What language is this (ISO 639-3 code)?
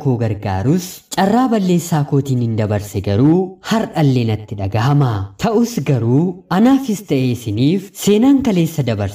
orm